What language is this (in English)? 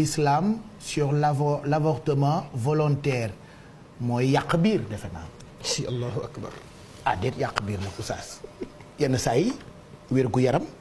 Wolof